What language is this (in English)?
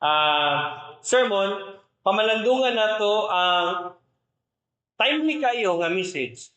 Cebuano